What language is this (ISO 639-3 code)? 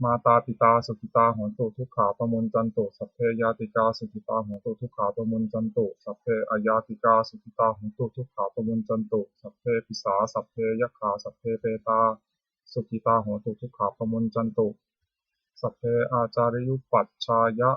pli